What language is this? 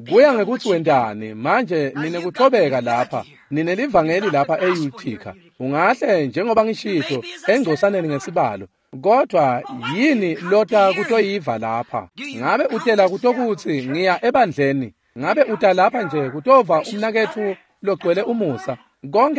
Swati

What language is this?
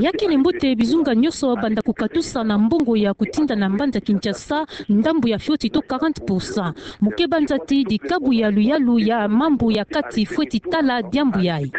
Kituba (Democratic Republic of Congo)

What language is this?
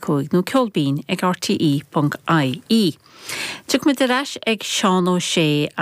Irish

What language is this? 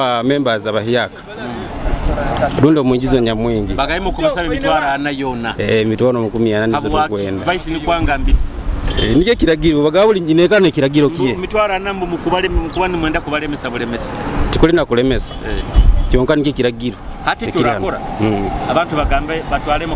Nyoro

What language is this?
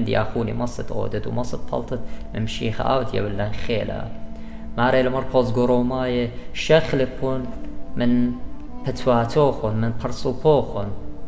Assyrian Neo-Aramaic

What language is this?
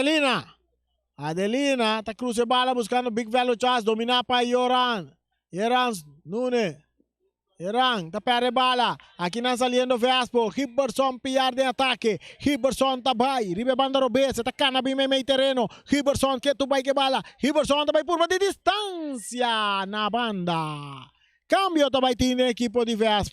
Papiamento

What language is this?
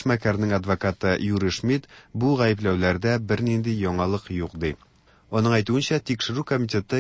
Tatar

